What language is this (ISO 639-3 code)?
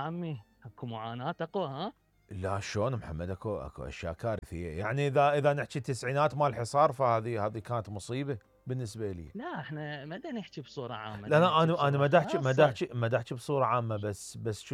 acm